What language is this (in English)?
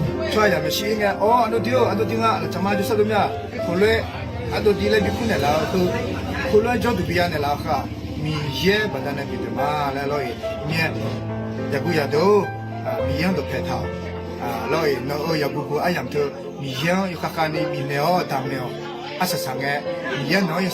Akha